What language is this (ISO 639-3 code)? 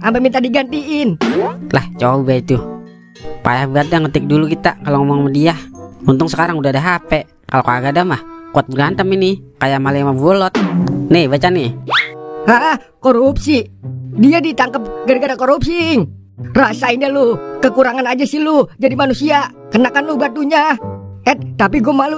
bew